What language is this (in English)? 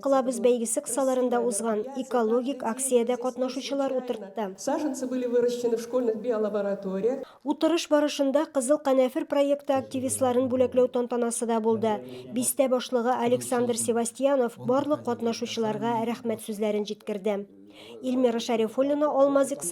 Tatar